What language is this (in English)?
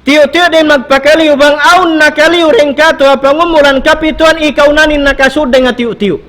Tausug